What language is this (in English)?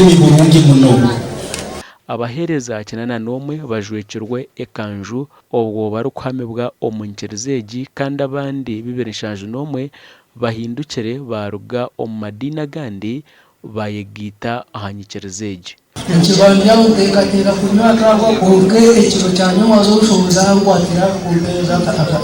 Nyankole